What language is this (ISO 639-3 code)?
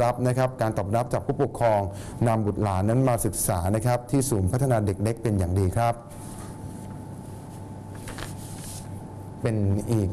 tha